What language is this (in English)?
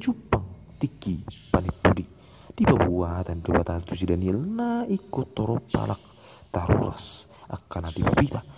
Batak Toba